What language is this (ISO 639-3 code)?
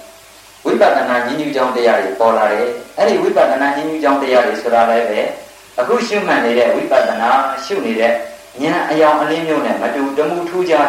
mya